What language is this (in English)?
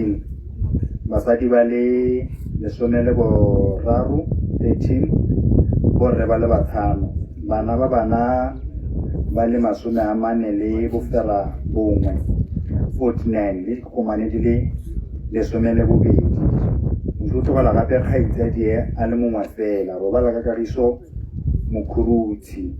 Tswana